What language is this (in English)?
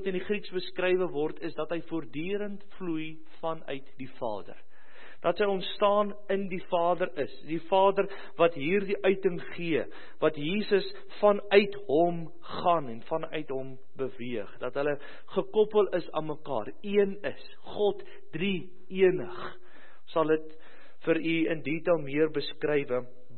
Afrikaans